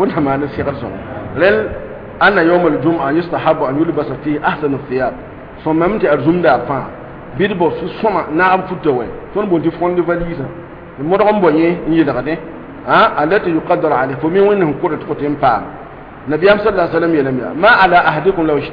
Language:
Mossi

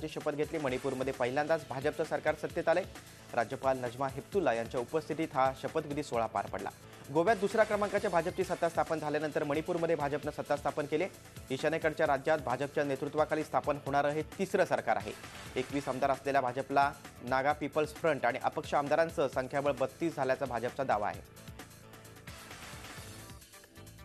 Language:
Marathi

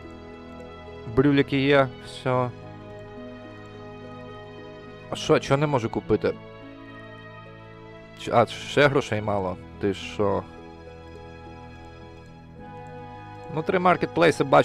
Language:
Ukrainian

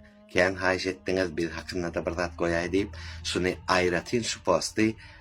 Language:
Turkmen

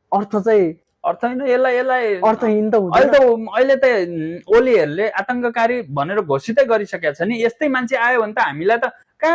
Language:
Nepali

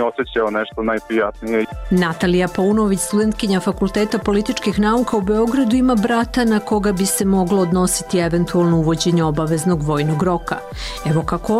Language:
Serbian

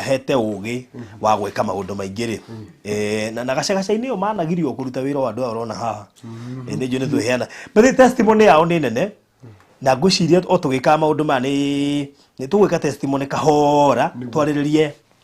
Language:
Kikuyu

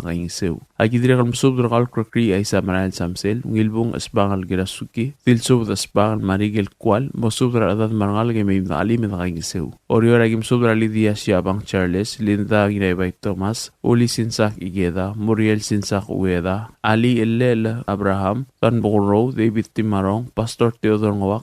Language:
Palauan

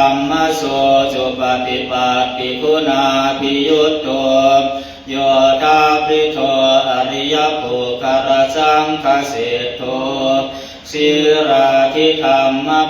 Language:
Pali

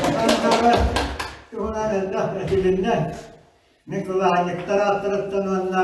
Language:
Yakut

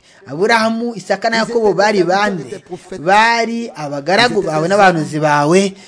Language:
Kinyarwanda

